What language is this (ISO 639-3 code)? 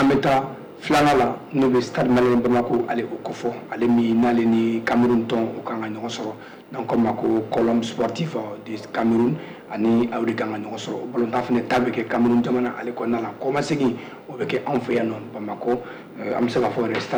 bam